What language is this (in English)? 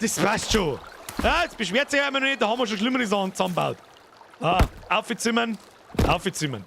Bavarian